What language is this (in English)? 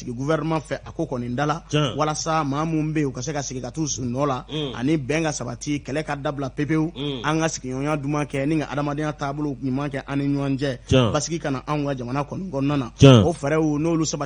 Bambara